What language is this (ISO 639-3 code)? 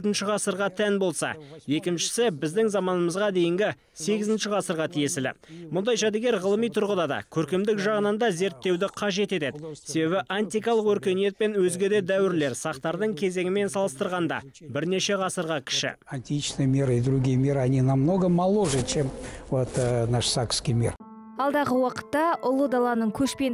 kaz